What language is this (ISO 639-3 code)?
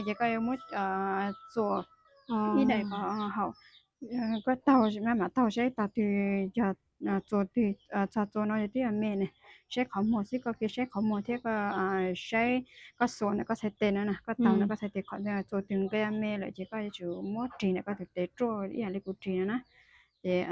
hmn